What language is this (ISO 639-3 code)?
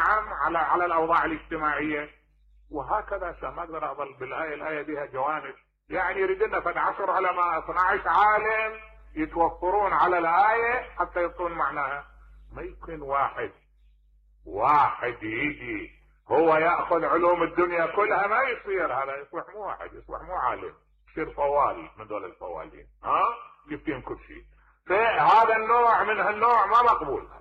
acm